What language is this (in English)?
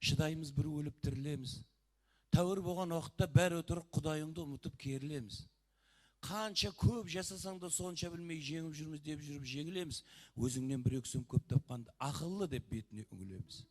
Kara-Kalpak